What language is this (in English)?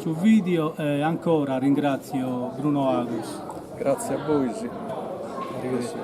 Sardinian